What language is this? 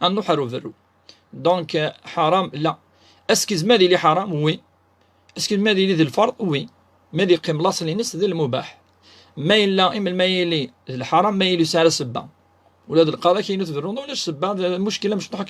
Kabyle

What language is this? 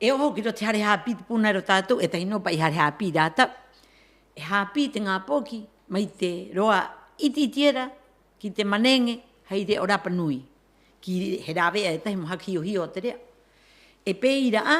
Rapanui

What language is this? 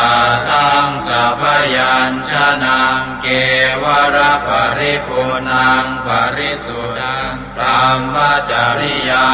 Pali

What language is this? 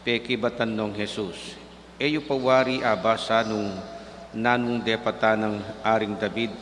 Pampanga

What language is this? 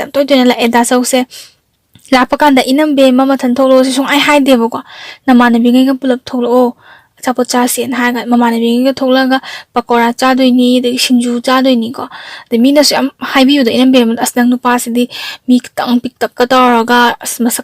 Manipuri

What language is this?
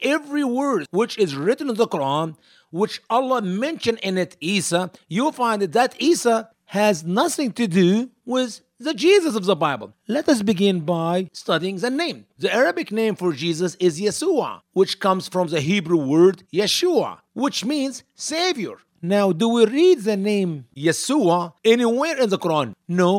English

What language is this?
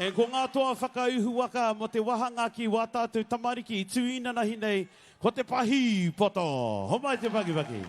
Māori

